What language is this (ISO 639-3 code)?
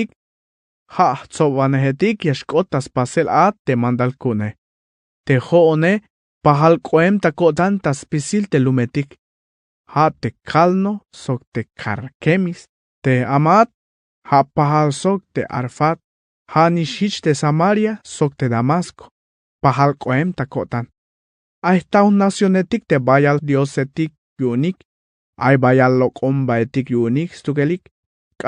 tzh